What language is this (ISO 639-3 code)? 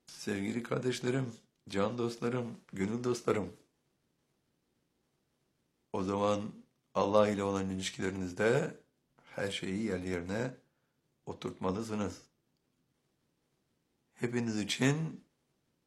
tur